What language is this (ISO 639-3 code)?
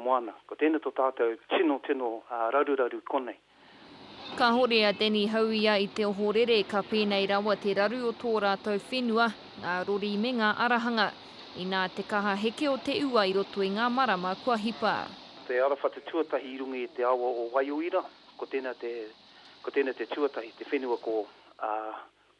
mri